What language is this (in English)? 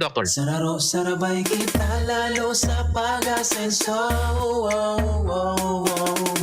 Bikol